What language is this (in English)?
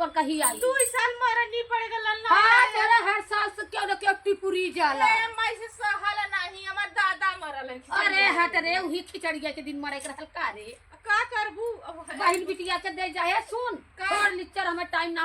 Awadhi